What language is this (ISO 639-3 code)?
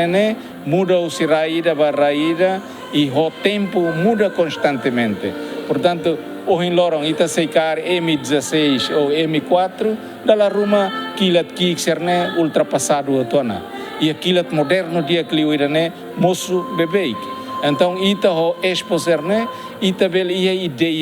tet